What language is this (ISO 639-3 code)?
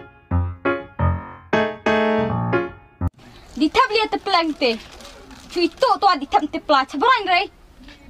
kha